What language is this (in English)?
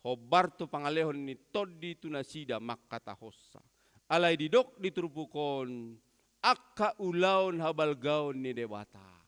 Batak Toba